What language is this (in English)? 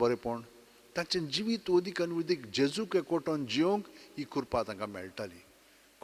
Konkani